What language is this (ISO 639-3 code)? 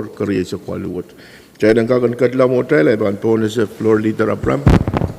pon